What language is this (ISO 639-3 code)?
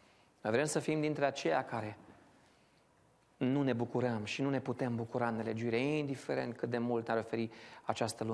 ron